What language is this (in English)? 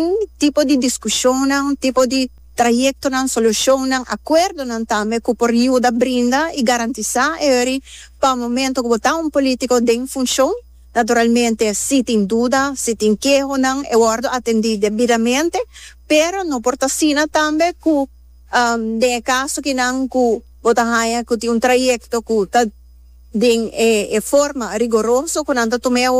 Papiamento